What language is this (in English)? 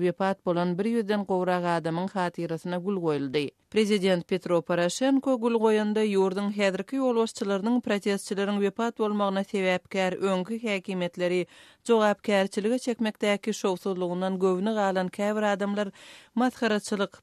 Turkmen